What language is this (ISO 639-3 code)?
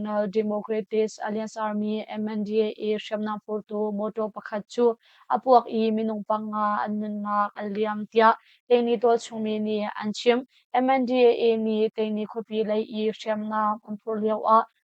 cnh